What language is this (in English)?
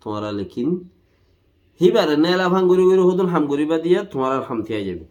Rohingya